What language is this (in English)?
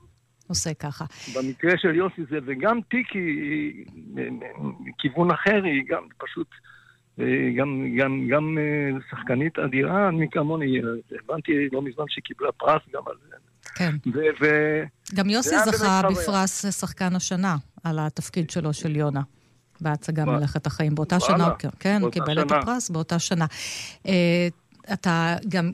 Hebrew